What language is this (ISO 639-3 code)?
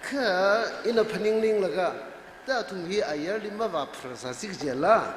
nmf